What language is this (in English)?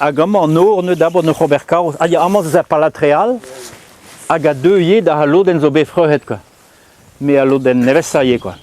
Breton